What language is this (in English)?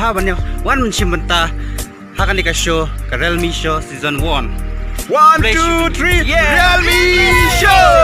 Khasi